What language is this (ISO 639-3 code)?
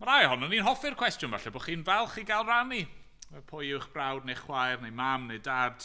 cym